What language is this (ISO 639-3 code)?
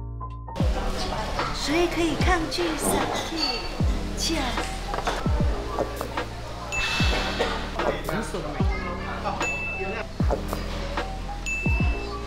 zho